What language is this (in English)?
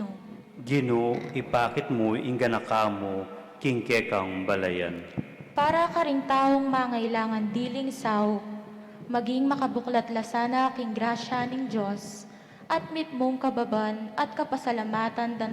Pampanga